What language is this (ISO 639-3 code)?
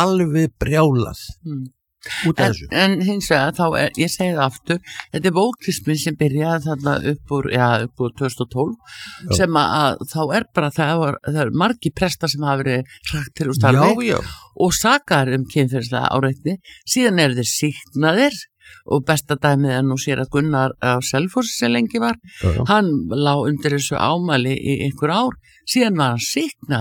isl